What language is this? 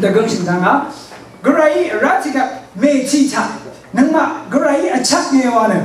Rawang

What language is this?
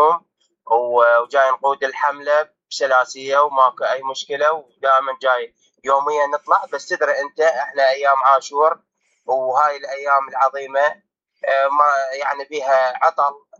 Mesopotamian Arabic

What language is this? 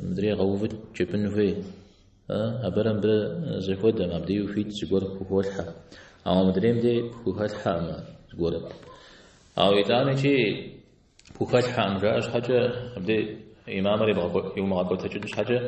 Kabardian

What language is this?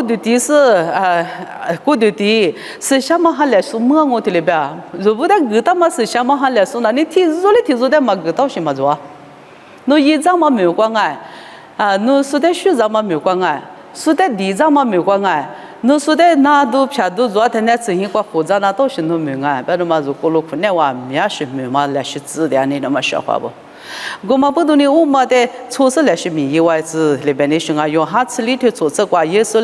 Lisu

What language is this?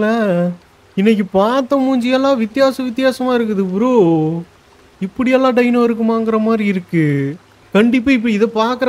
Tamil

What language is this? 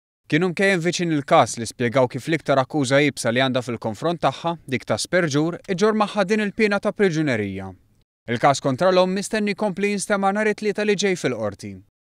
Maltese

